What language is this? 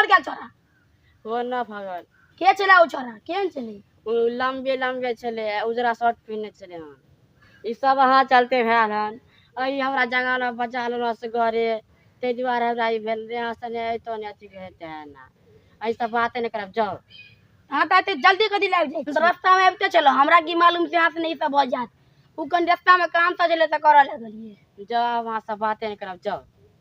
Maithili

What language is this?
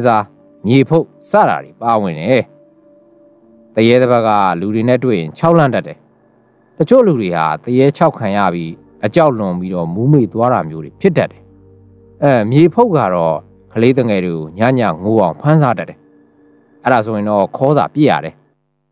Burmese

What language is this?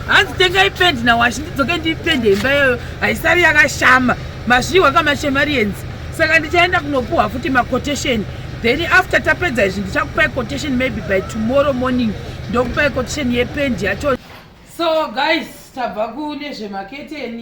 Shona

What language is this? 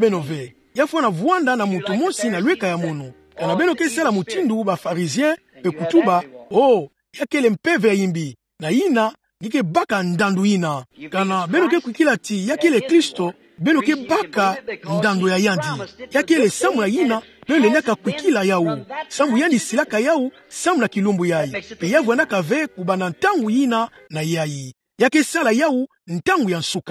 Kituba (Democratic Republic of Congo)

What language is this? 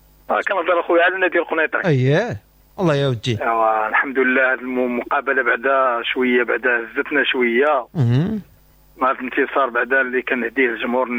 Moroccan Arabic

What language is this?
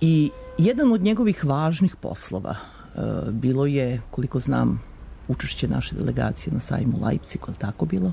Serbian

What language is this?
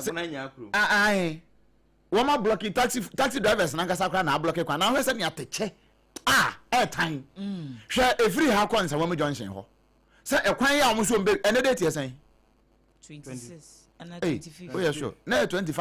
Akan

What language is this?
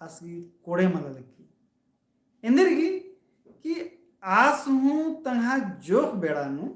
Kurukh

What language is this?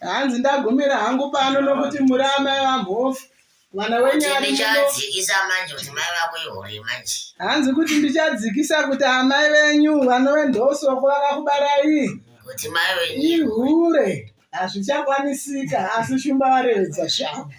Shona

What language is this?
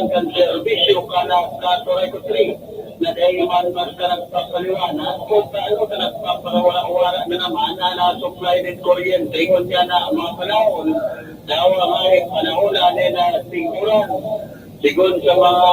Bikol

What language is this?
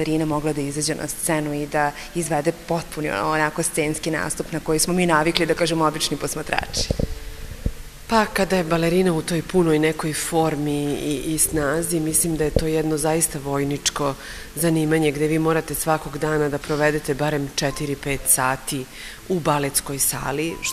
Serbian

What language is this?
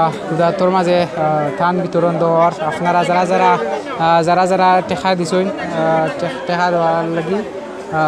Sylheti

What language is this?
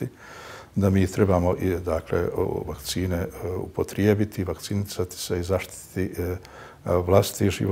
Bosnian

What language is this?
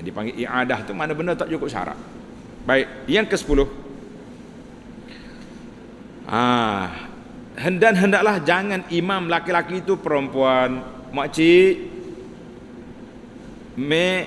Malay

